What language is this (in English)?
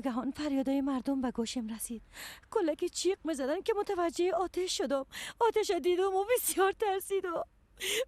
Persian